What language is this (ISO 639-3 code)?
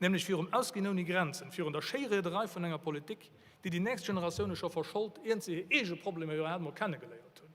ltz